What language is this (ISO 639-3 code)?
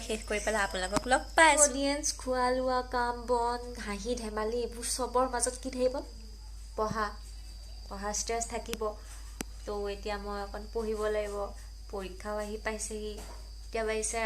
asm